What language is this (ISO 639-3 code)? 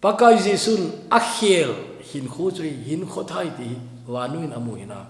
tcz